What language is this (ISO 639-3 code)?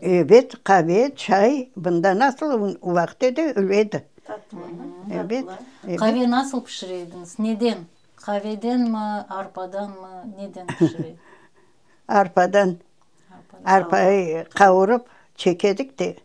crh